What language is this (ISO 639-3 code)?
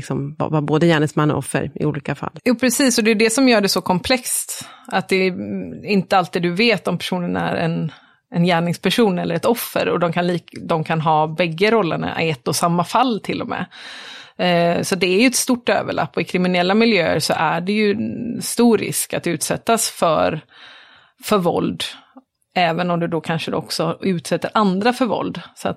swe